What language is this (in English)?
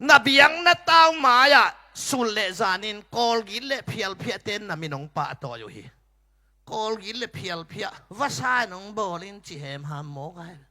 Tedim Chin